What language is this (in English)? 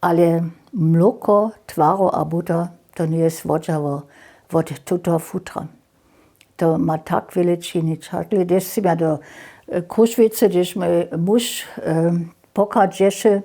Upper Sorbian